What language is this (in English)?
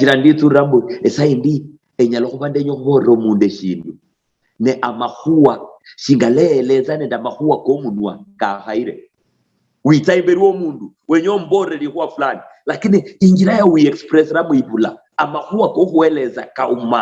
Luyia